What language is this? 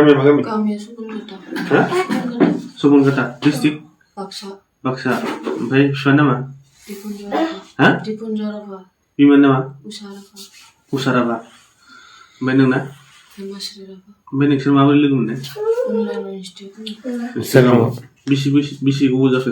Bodo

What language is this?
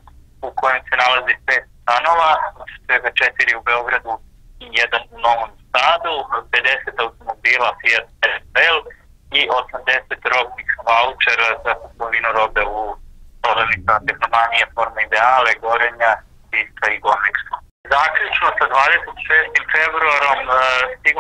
Serbian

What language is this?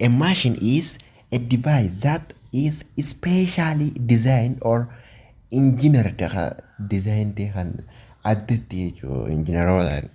Oromo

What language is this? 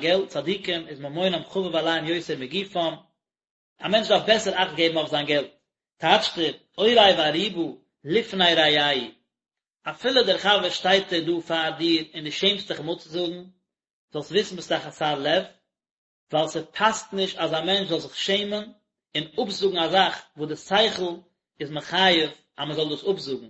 Yiddish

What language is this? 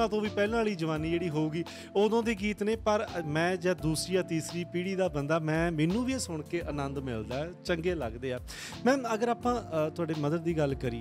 Punjabi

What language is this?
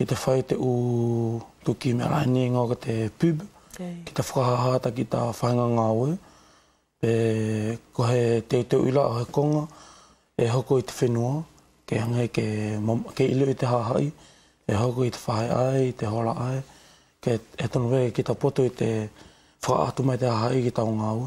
Wallisian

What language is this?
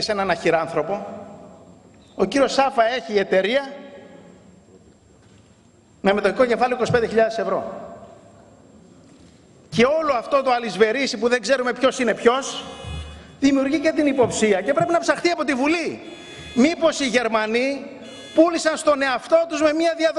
Greek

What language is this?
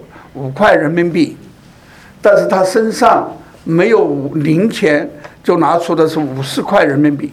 Chinese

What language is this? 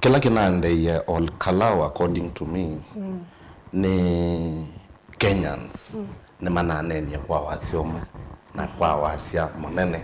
Kamba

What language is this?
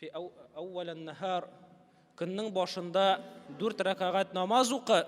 Tatar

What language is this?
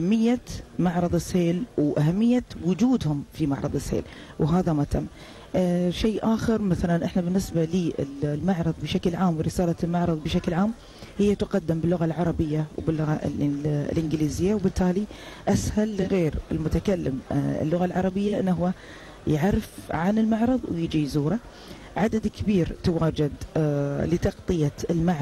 Gulf Arabic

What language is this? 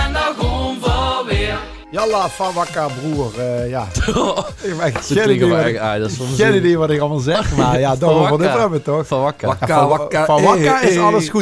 Limburgish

